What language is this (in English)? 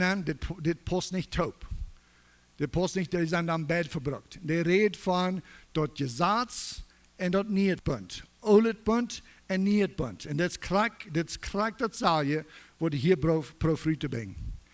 Plautdietsch